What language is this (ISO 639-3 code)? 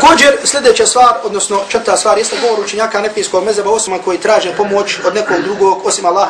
bos